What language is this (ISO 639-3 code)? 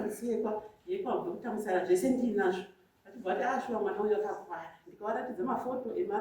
sna